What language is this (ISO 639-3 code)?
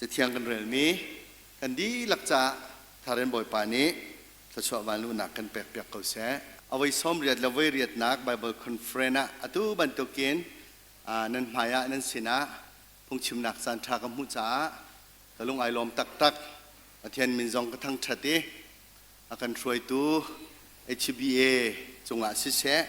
cnh